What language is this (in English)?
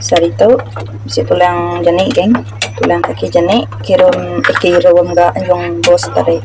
Iban